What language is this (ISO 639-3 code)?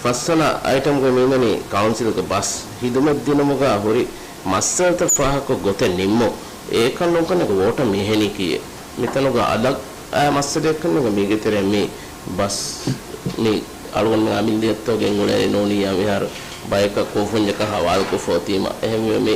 div